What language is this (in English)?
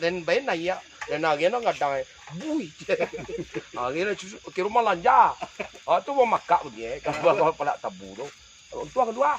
Minangkabau